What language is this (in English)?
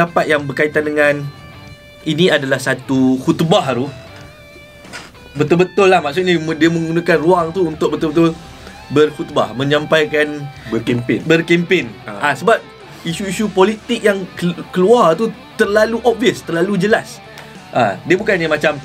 Malay